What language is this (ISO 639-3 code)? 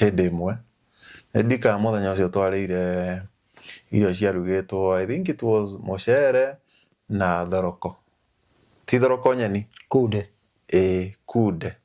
kik